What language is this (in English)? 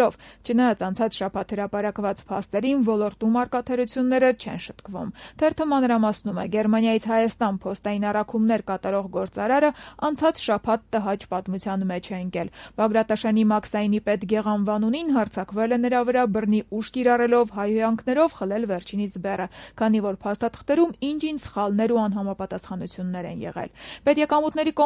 Armenian